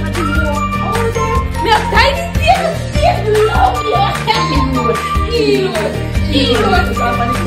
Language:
Jamaican Creole English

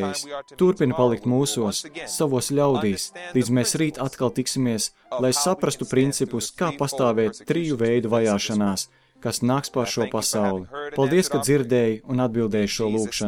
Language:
Latvian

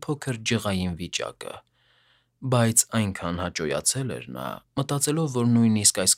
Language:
Armenian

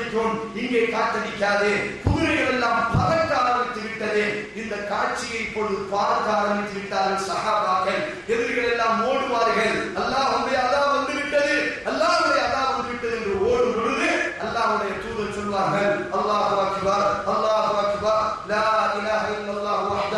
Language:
Tamil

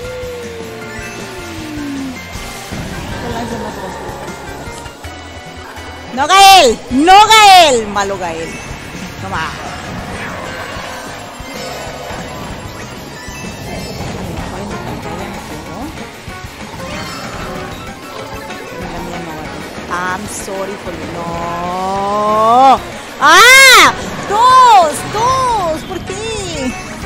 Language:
Spanish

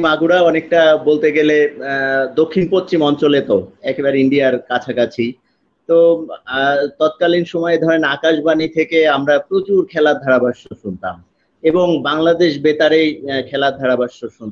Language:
Bangla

